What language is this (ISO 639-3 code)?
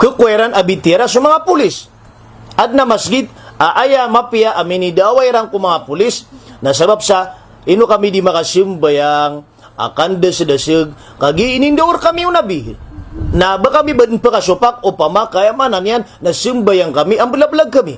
mrw